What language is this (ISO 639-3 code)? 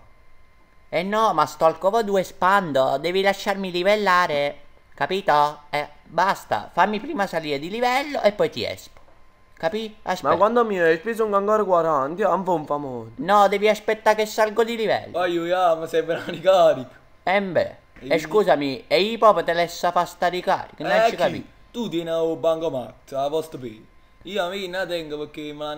nap